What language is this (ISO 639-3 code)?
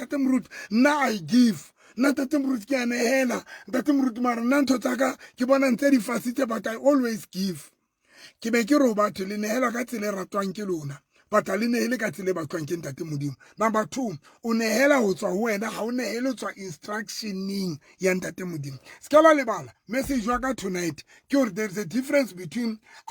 sot